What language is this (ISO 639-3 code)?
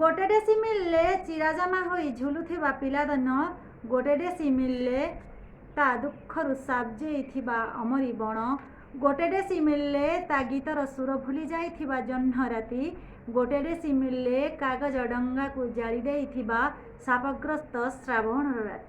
ori